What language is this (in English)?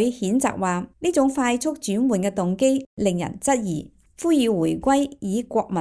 Cantonese